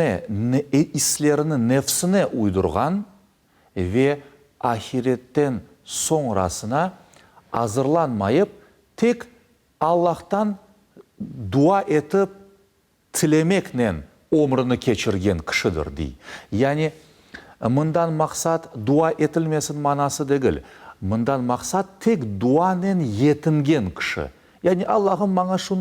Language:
Crimean Tatar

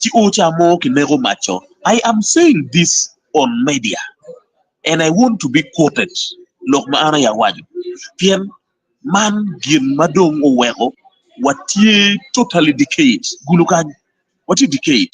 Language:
Acoli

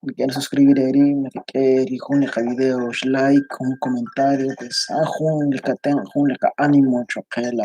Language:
Kekchí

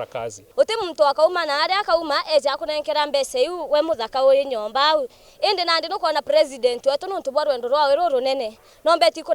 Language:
Meru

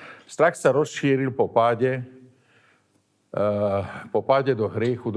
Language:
Slovak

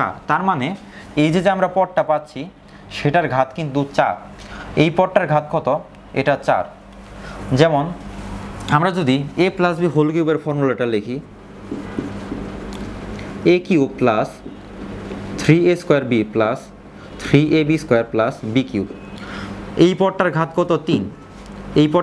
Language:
Bangla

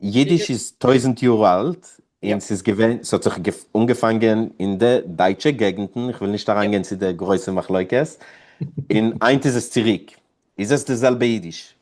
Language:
Yiddish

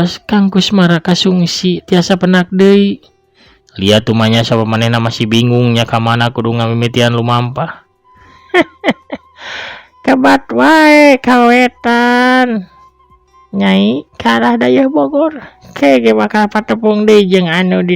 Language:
Sundanese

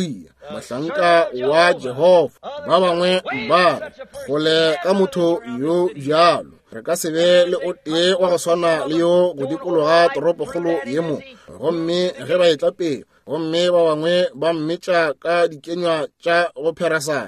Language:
Northern Sotho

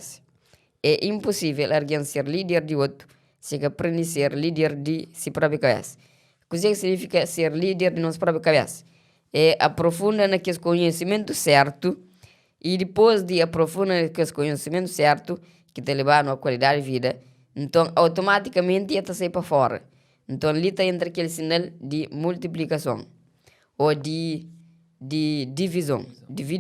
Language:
Kabuverdianu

